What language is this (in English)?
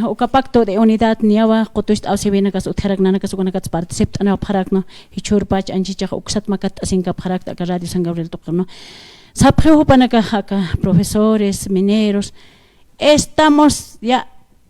Aymara